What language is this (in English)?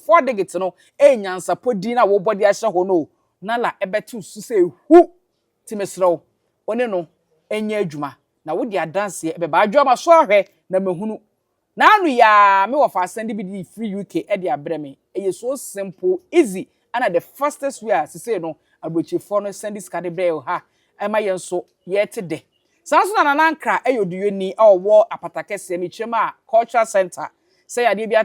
Akan